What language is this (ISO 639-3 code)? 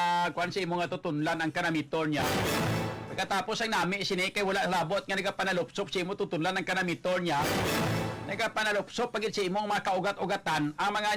hil